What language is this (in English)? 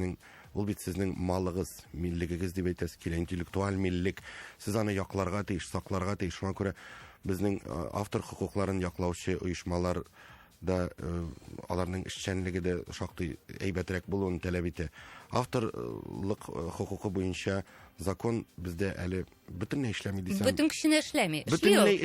Tatar